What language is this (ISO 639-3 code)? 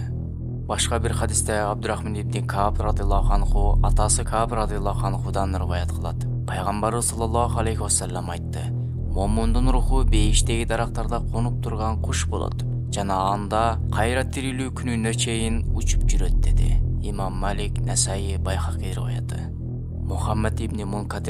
kir